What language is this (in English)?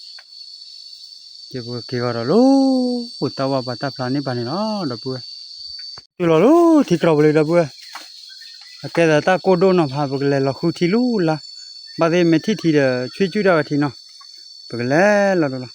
S'gaw Karen